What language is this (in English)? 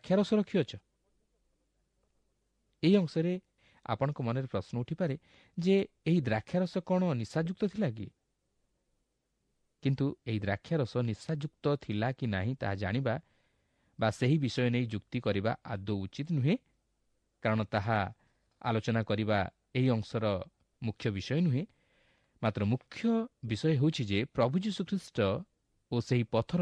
Odia